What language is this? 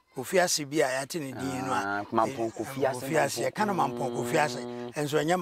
Akan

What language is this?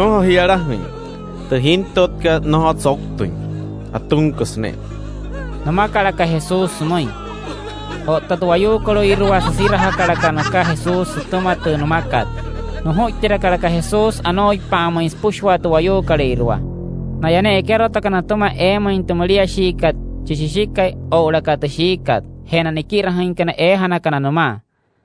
Wayuu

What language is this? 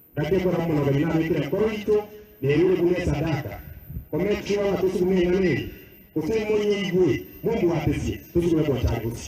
Gusii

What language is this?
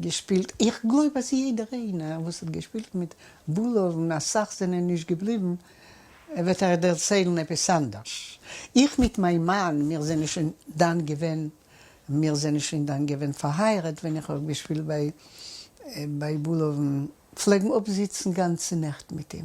Yiddish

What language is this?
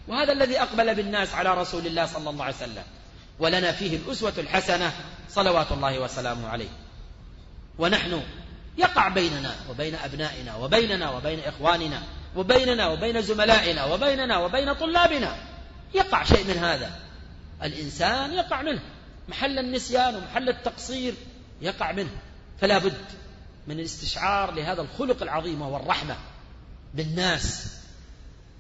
Arabic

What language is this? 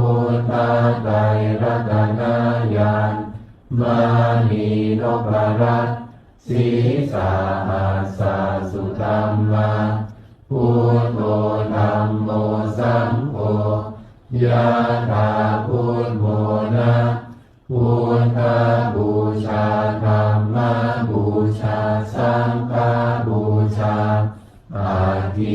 Pali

